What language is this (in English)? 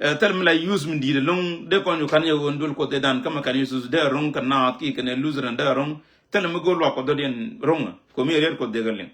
Nuer